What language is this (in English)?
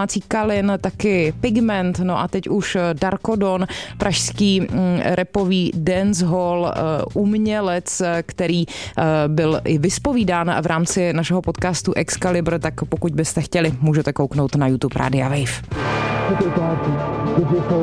Czech